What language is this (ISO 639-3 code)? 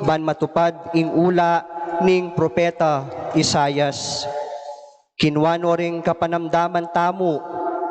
pam